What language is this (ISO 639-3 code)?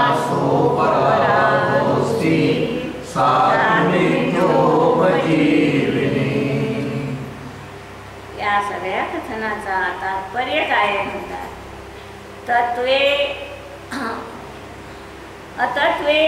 mar